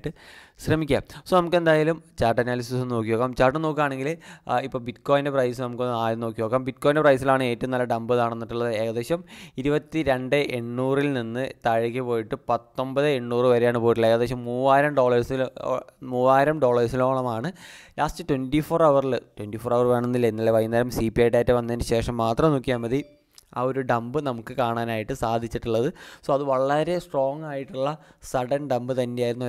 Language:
Malayalam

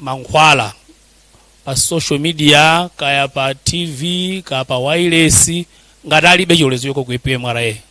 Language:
Nyanja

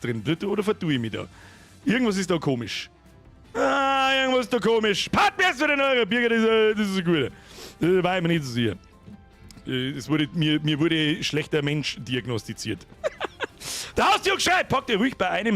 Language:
Bavarian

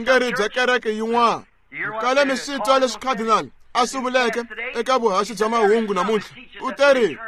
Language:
Tsonga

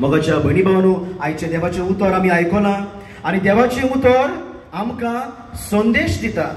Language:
Konkani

